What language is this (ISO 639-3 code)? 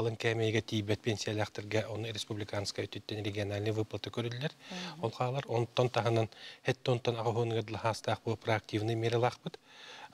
sah